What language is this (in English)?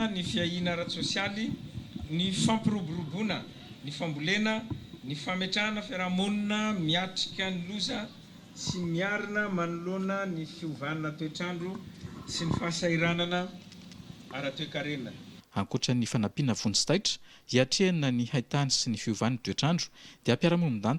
Malagasy